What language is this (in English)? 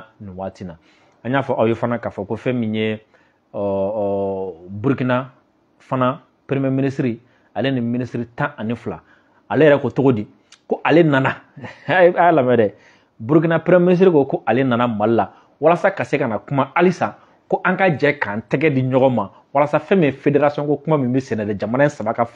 Bambara